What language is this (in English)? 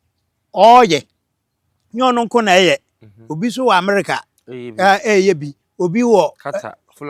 Akan